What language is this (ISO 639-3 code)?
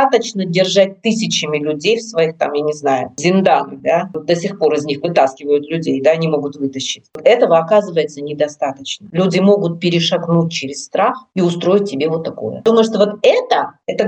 bel